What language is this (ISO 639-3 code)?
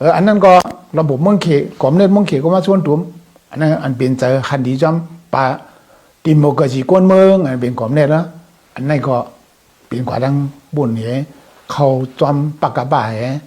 shn